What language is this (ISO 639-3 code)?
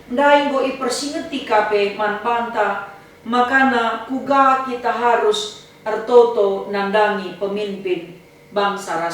btx